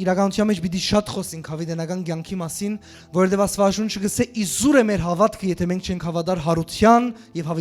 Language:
Western Armenian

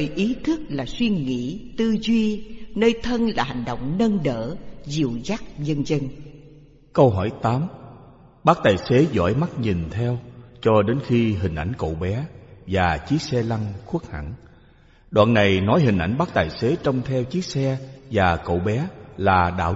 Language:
Vietnamese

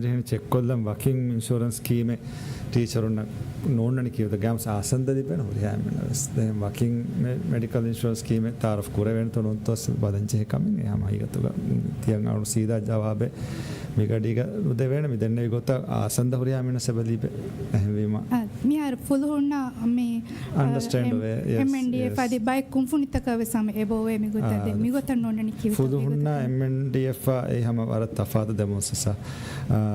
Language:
Divehi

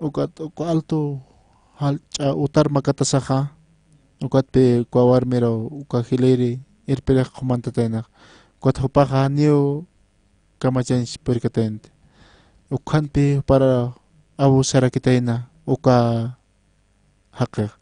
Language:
Aymara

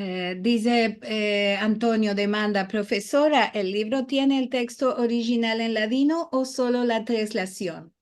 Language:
Ladino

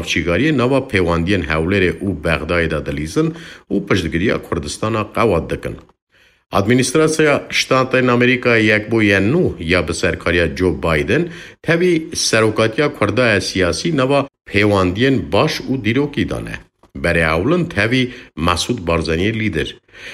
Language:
Kurdish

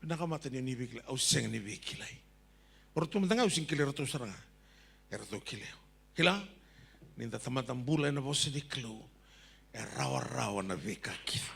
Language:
Fijian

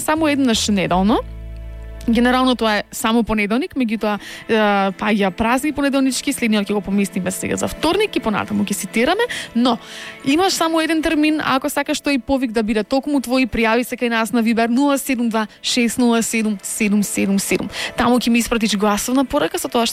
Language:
Macedonian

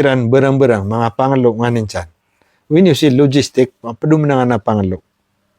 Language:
Maranao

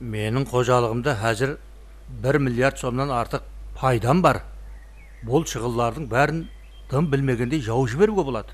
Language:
Kara-Kalpak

